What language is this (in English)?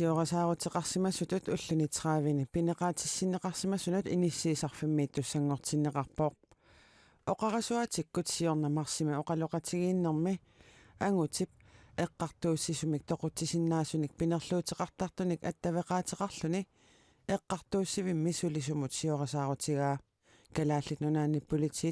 Kalaallisut